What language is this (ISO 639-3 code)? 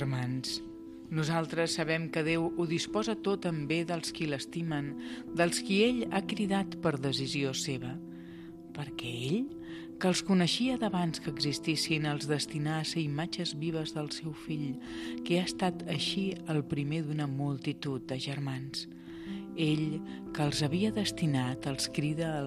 cat